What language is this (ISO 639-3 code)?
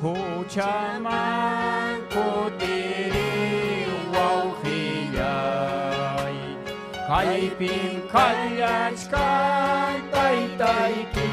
quy